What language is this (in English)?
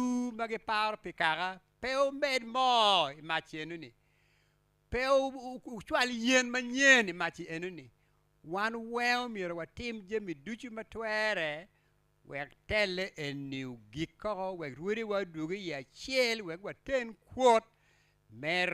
Acoli